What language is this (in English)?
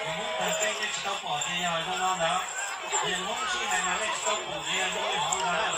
Hmong